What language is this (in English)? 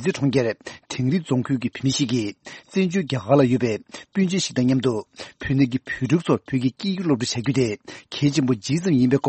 Tibetan